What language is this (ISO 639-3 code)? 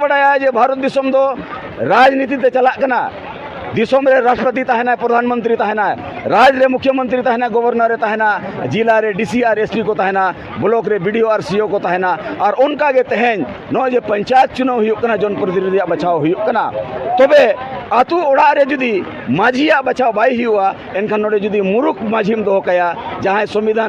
sat